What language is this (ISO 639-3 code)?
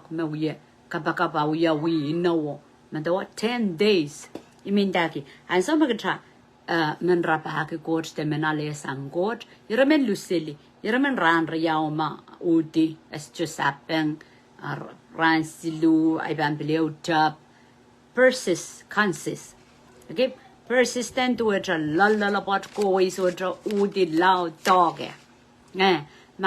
pon